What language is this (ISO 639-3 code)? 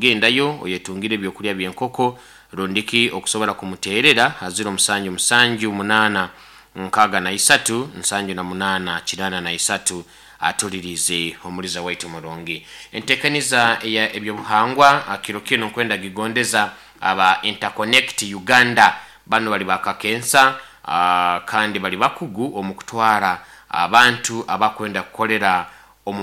nyo